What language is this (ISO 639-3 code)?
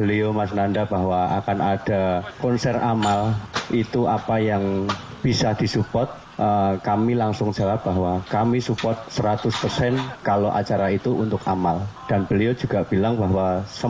ind